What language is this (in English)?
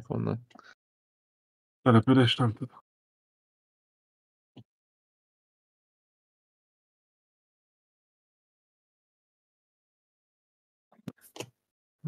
Hungarian